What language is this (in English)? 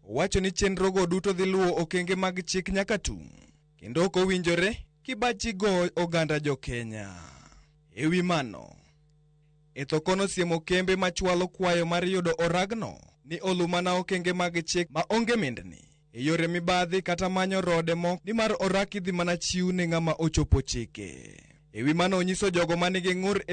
Luo (Kenya and Tanzania)